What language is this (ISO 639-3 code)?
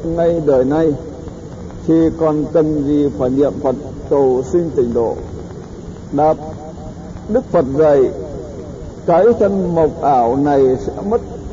vie